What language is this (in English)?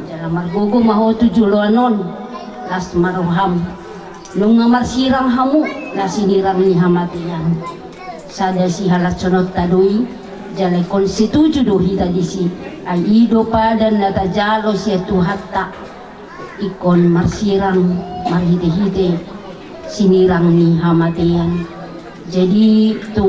Batak Toba